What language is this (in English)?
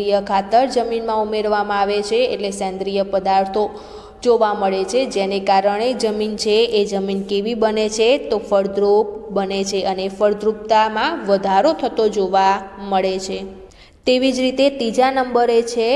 Gujarati